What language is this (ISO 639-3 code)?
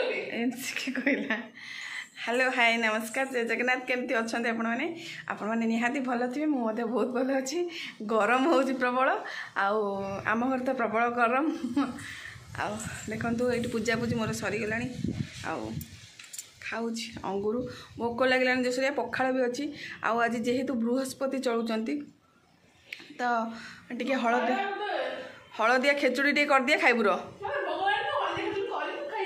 ori